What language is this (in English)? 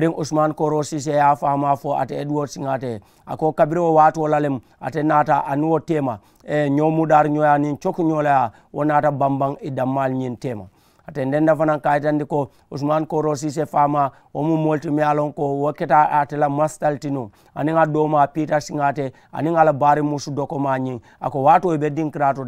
Mandingo